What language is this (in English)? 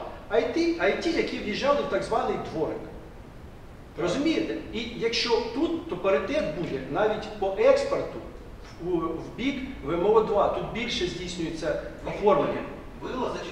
Ukrainian